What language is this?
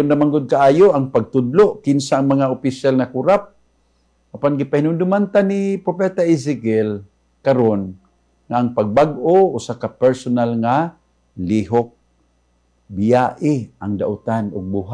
Cebuano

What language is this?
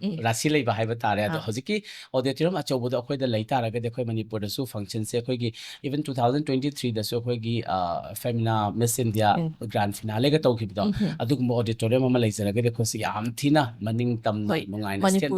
Manipuri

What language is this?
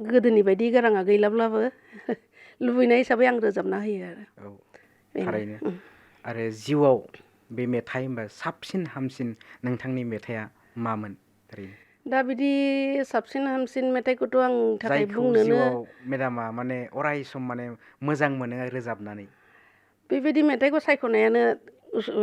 Bodo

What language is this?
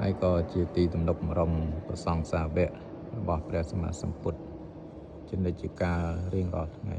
Khmer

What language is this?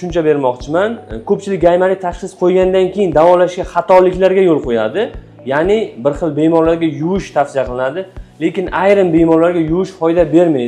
Uzbek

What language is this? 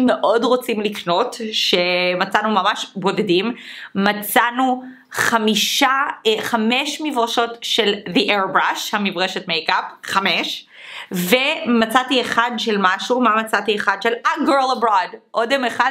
Hebrew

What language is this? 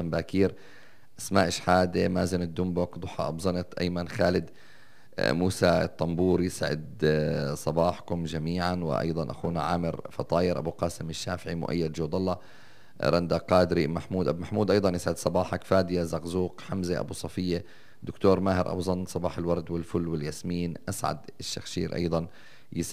North Levantine Arabic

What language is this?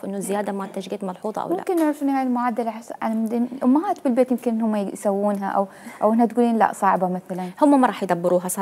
Mesopotamian Arabic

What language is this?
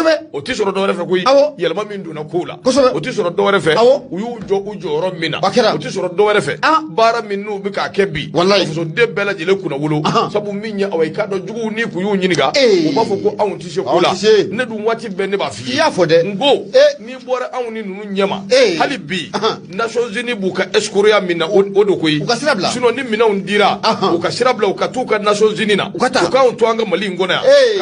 Bambara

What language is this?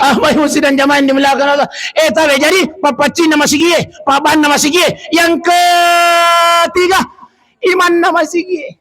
Buginese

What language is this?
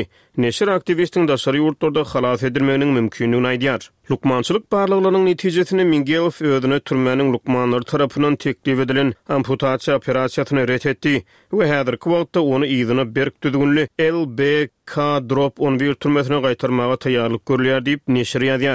Turkmen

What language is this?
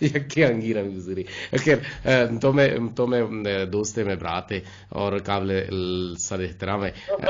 Eastern Balochi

